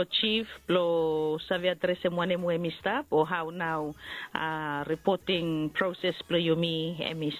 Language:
Bislama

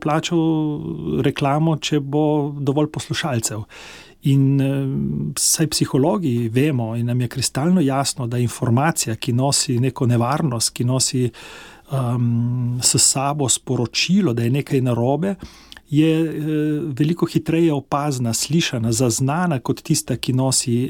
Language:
Slovenian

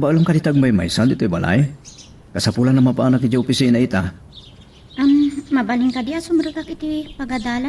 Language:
Iloko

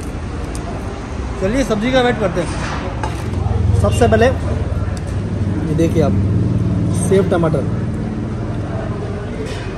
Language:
Hindi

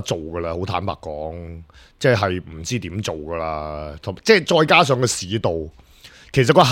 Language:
Cantonese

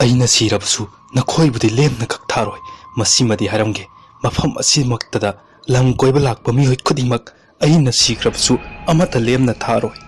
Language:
Manipuri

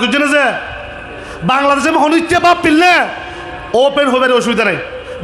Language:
Rohingya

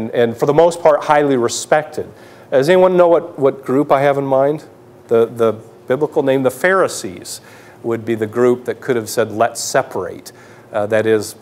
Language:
English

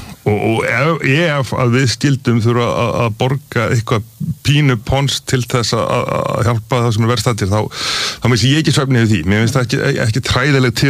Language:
Icelandic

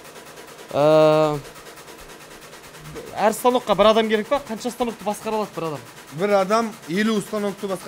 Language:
Kazakh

